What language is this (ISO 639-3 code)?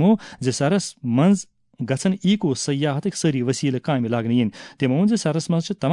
kas